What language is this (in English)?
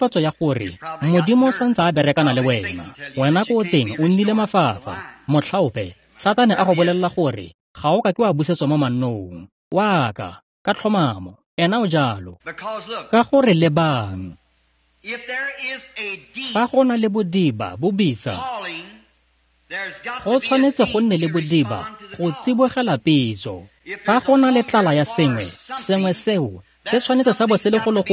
Tswana